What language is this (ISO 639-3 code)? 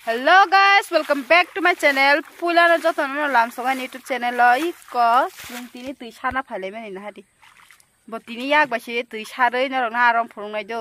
trp